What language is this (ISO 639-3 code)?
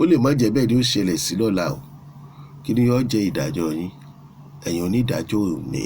yor